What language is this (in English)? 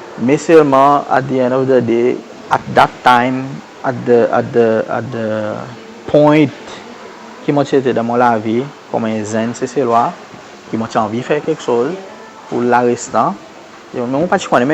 Seselwa Creole French